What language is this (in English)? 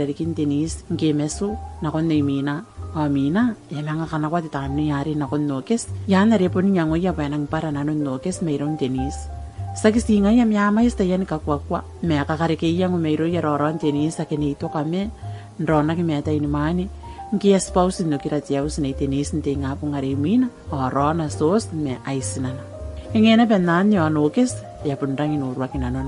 Gilbertese